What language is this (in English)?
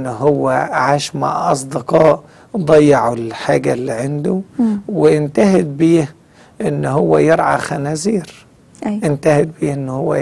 Egyptian Arabic